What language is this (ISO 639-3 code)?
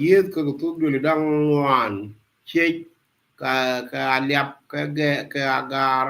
nus